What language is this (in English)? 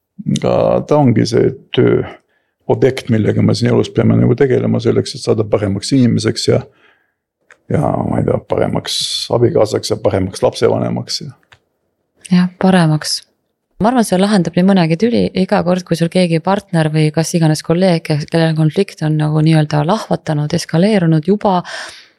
Estonian